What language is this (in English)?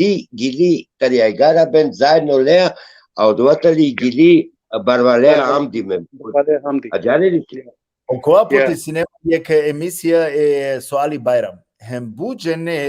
Balkan Romani